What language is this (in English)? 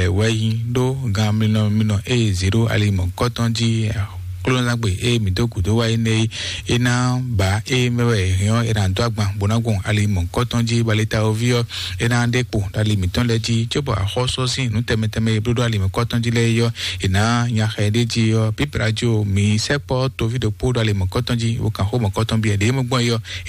Fon